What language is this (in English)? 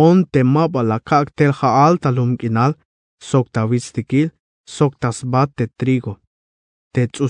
Tzeltal